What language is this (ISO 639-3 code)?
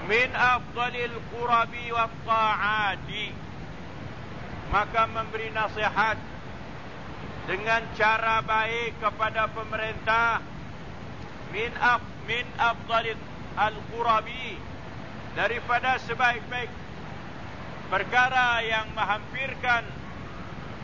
msa